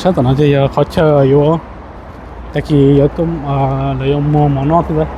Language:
Hmong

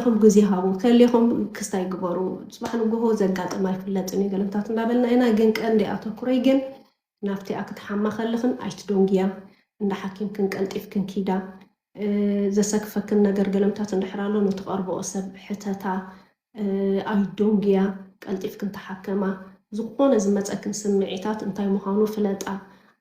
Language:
Tigrinya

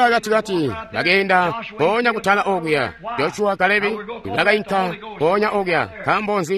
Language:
Tonga (Zambia)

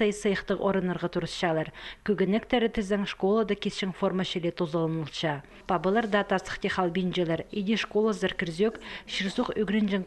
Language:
Khakas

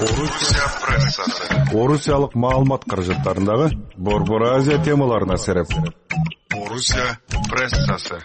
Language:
Kyrgyz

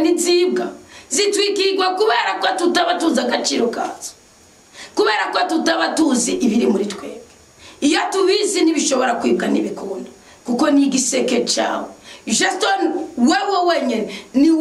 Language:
Rundi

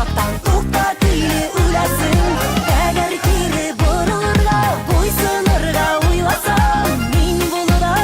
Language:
Bashkir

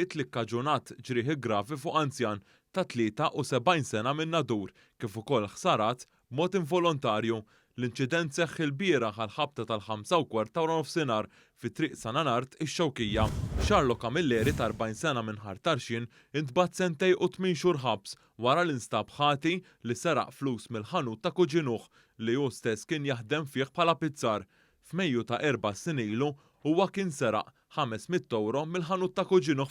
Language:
Maltese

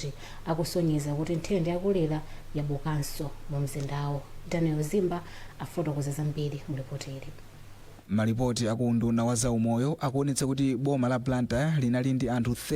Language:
Nyanja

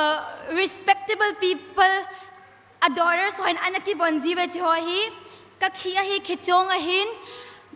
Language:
Thado Chin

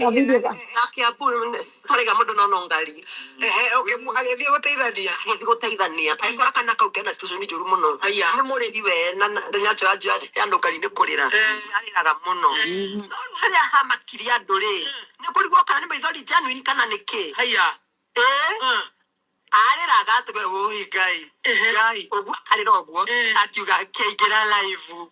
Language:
Kikuyu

